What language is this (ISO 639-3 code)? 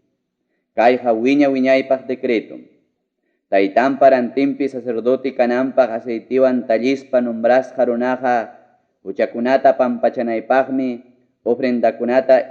quy